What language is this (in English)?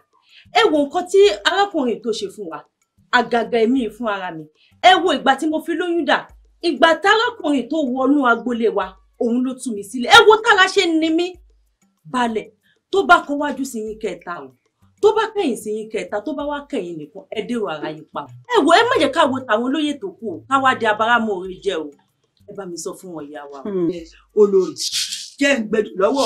Yoruba